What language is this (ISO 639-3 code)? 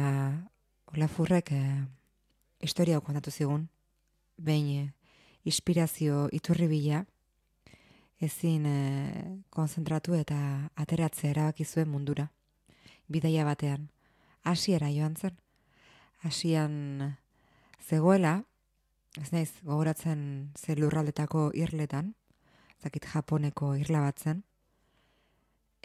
eus